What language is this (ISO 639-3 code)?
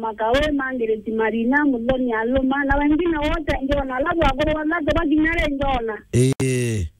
mer